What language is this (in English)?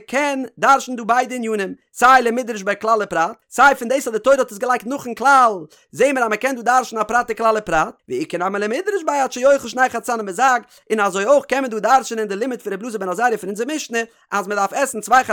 Yiddish